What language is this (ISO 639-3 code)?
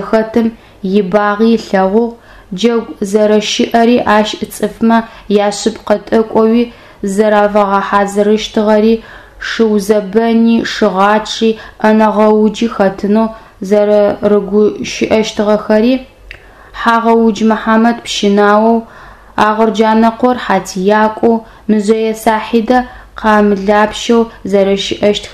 ady